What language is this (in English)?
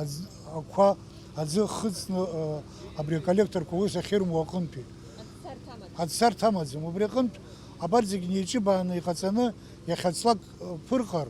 Abkhazian